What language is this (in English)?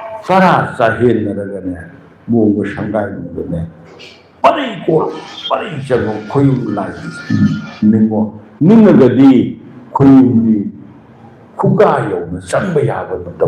Manipuri